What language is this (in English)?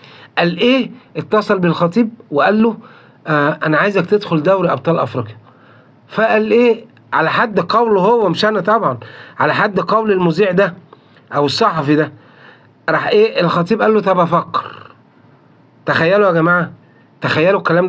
Egyptian Arabic